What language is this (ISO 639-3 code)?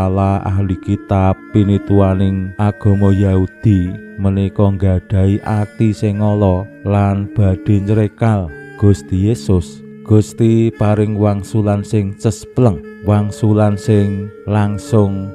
jav